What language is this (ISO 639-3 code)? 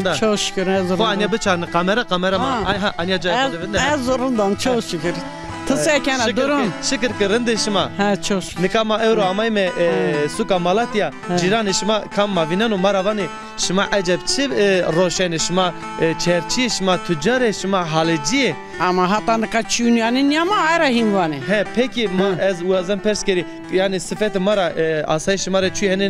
zza